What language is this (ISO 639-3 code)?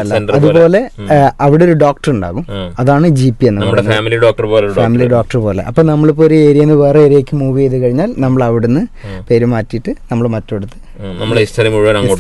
mal